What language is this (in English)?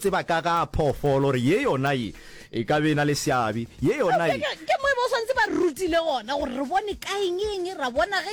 Northern Sotho